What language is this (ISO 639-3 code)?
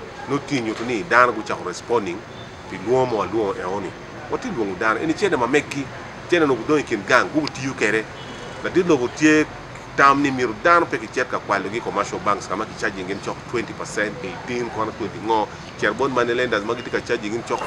ach